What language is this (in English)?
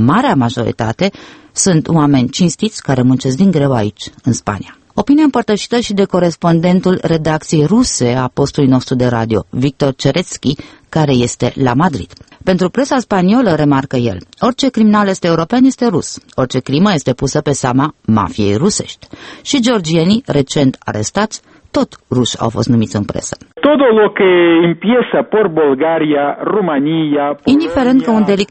Romanian